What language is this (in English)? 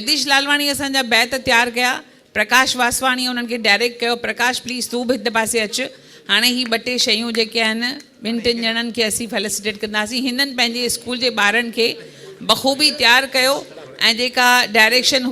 Sindhi